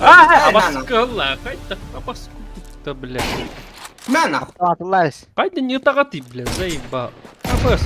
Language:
Yakut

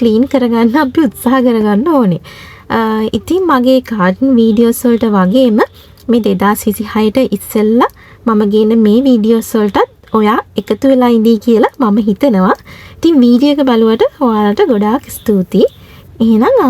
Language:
Sinhala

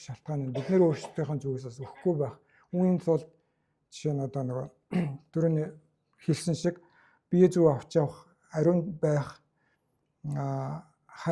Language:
Mongolian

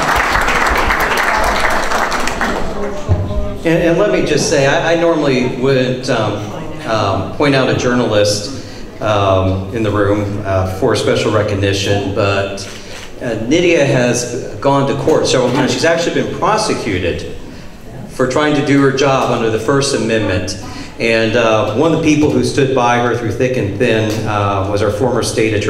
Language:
English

